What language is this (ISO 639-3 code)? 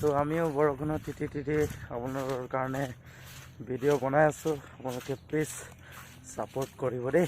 asm